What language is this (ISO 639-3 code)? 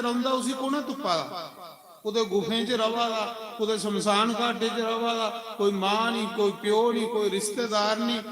doi